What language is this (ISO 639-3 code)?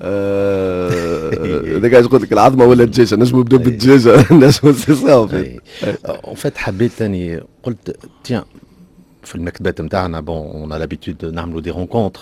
aeb